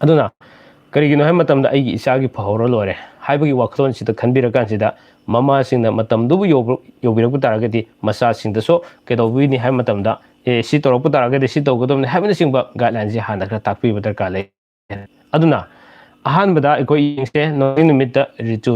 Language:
Manipuri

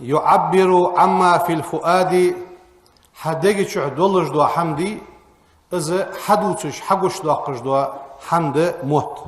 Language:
Ingush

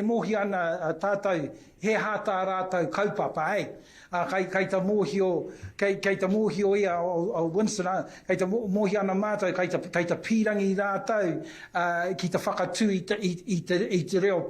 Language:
Māori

